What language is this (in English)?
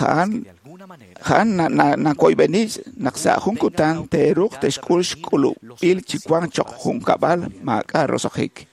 Kekchí